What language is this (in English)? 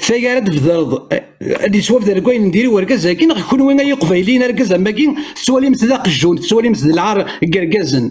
Kabyle